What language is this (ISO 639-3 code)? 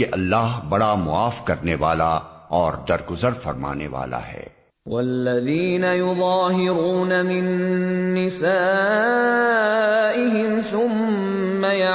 urd